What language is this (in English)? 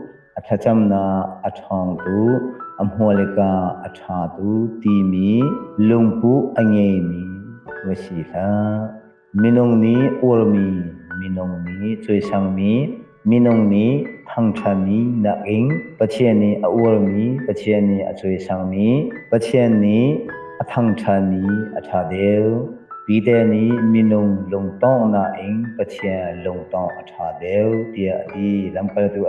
Hakha Chin